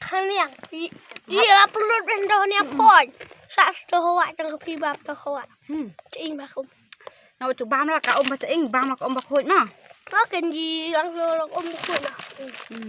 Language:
Khasi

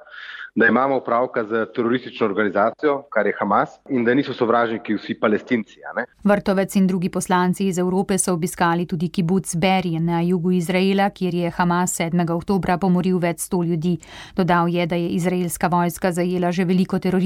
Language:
Slovenian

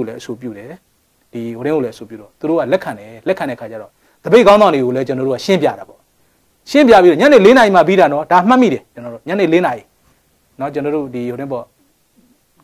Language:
Burmese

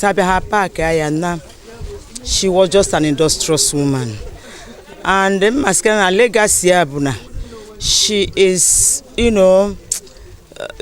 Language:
Igbo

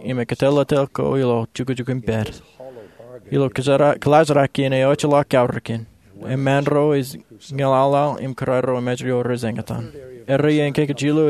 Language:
Marshallese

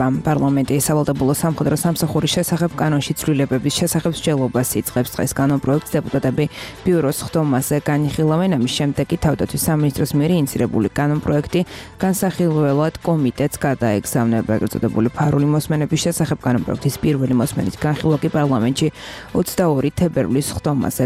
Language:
Georgian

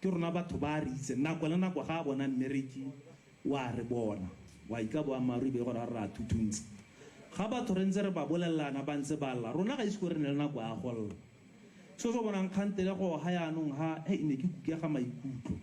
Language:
Tswana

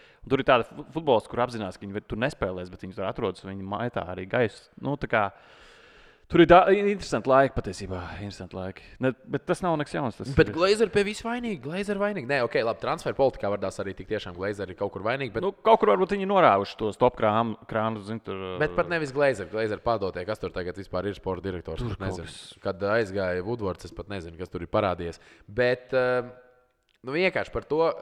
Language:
Latvian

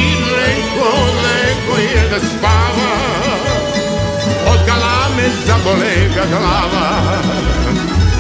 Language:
Serbian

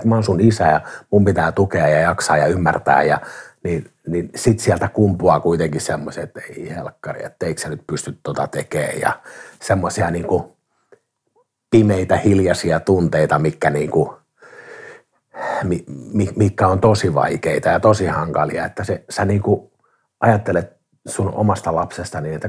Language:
Finnish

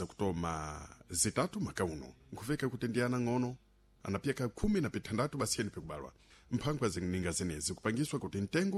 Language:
Sena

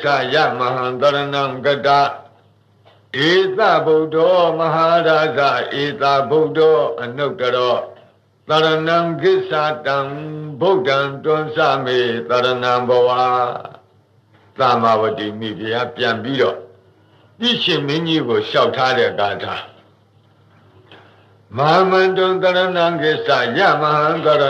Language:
Burmese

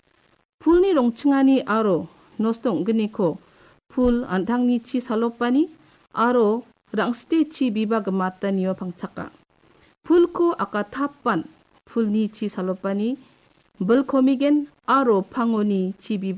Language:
Garo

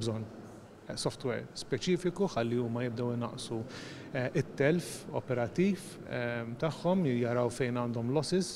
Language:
Maltese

